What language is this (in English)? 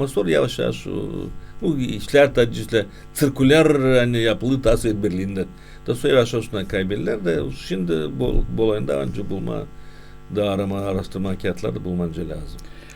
Gagauz